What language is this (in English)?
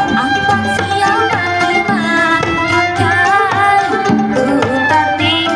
Banjar